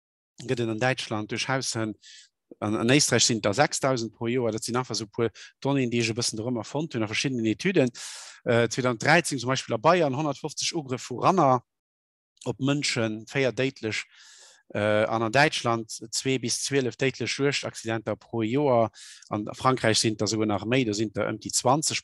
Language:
Luxembourgish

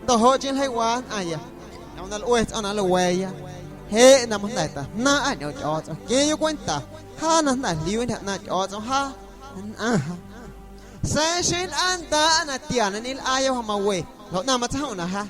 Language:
Guerrero Amuzgo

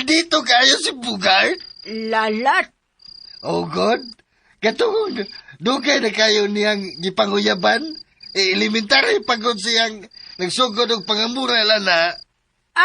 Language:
Cebuano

